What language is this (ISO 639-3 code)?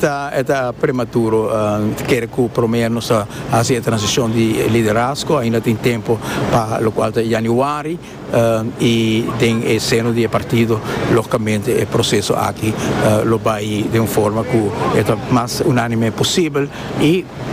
pap